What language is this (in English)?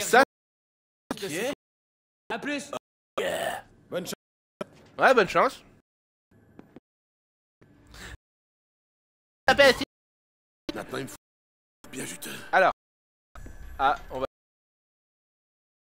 French